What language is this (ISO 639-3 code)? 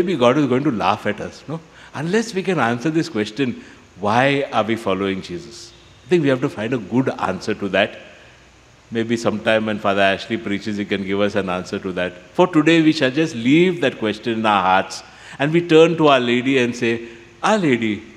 kok